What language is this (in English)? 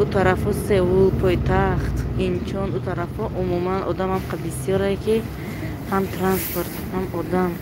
Tajik